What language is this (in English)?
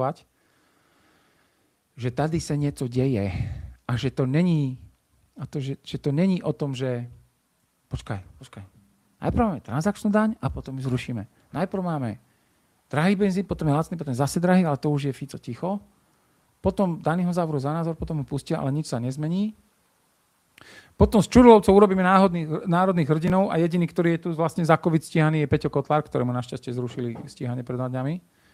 Slovak